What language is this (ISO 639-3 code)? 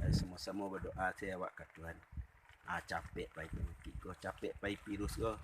min